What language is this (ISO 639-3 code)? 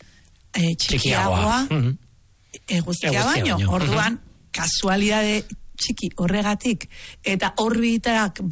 eus